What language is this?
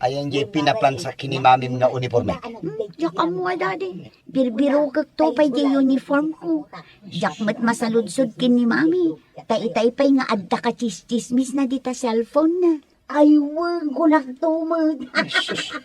Iloko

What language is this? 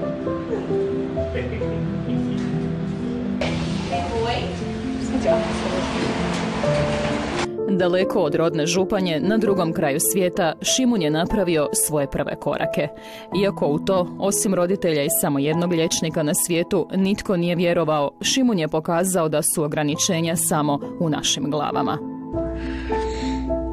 Croatian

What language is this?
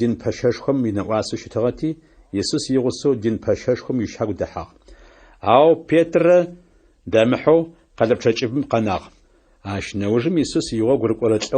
Adyghe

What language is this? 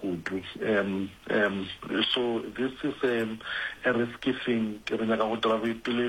Northern Sotho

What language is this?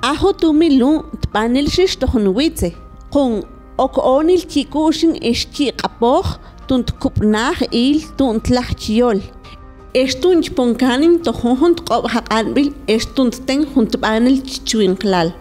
Mam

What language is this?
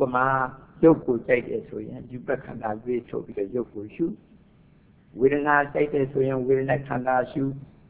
Burmese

